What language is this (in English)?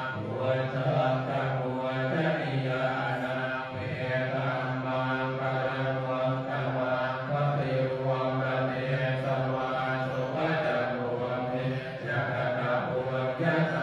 Pali